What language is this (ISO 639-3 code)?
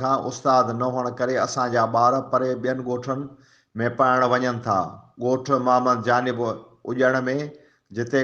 snd